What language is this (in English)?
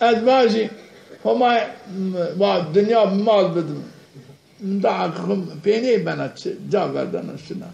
Zaza